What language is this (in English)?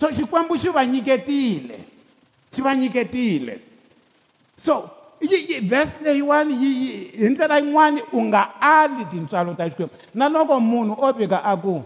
Tsonga